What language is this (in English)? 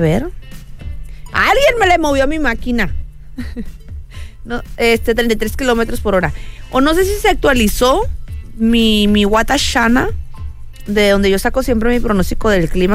Spanish